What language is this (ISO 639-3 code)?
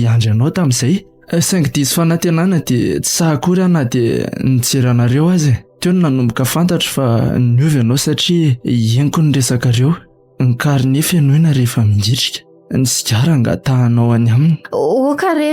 mlg